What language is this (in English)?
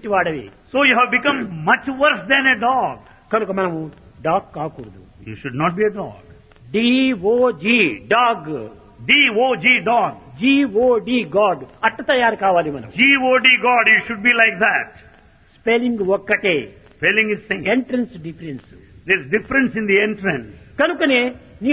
Telugu